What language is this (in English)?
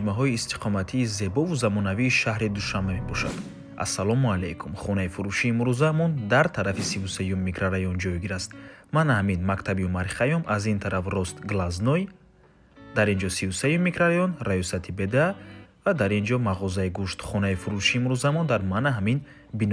Tajik